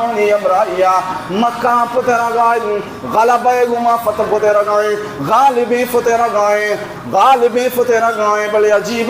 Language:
Baluchi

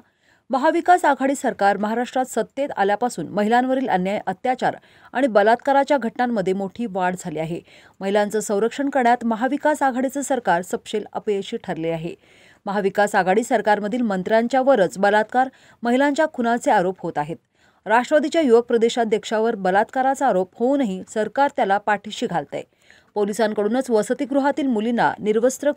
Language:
Marathi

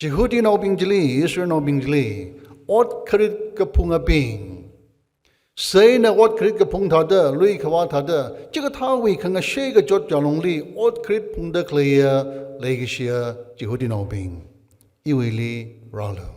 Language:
Tangkhul Naga (India)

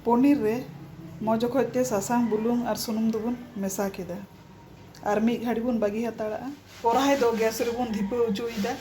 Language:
Santali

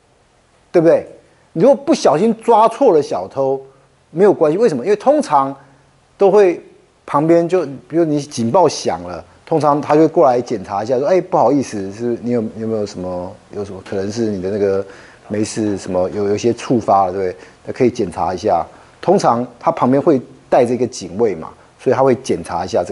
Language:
Chinese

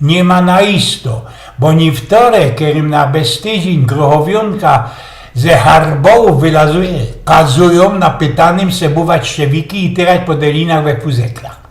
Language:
Silesian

